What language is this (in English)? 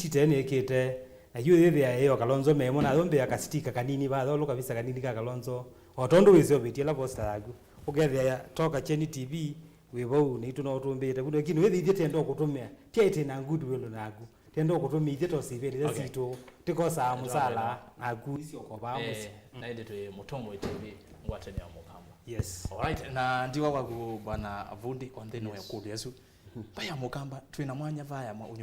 Kamba